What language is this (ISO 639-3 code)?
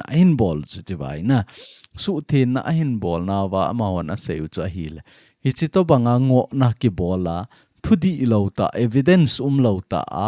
tcz